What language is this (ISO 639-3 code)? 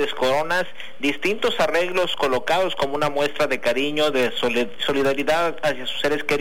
spa